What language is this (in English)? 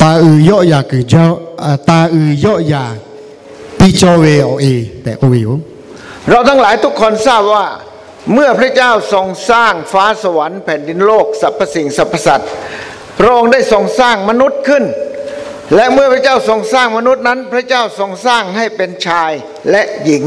Lahu